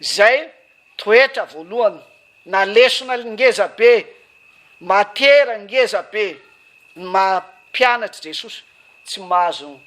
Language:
Malagasy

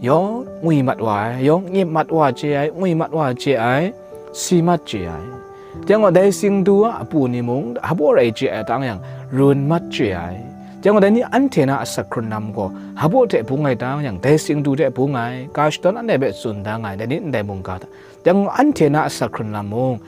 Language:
Kachin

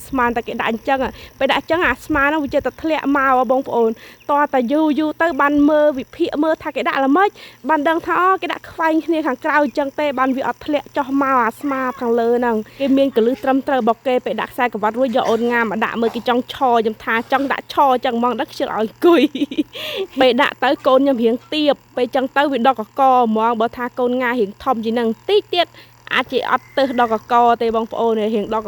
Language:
Khmer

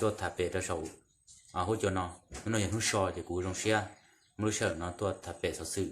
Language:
Hmong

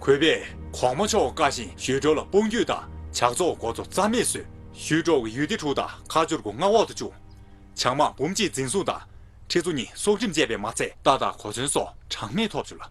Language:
Tibetan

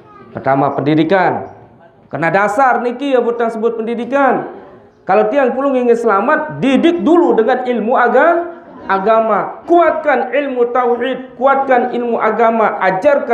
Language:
Sasak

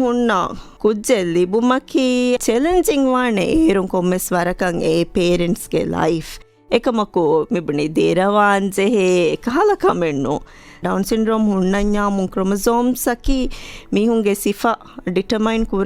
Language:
Divehi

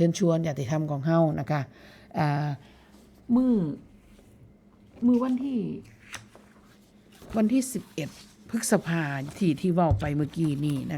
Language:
Northeastern Thai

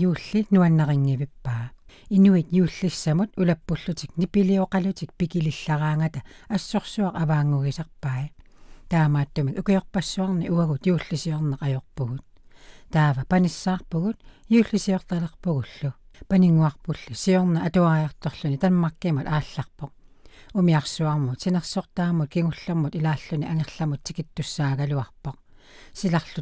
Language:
Kalaallisut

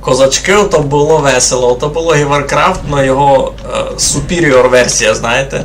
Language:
Rusyn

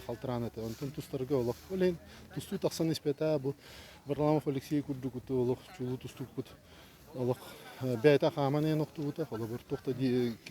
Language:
Yakut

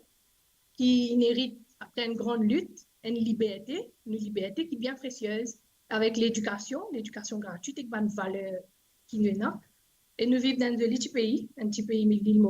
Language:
Morisyen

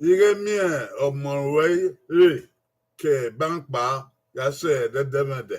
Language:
Bini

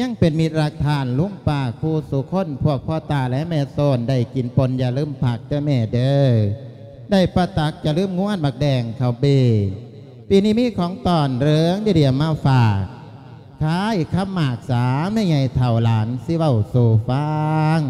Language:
Lao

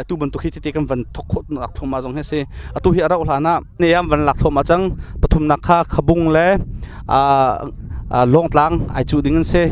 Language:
Hakha Chin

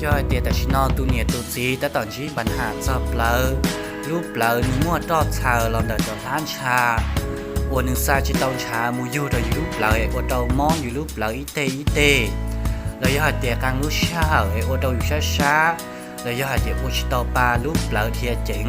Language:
Hmong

